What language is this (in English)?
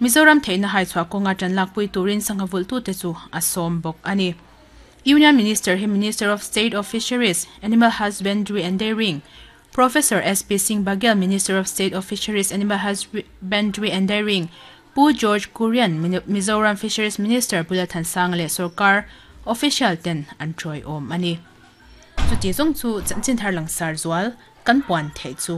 Mizo